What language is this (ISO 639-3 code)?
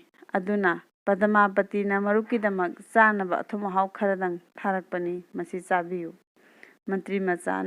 mni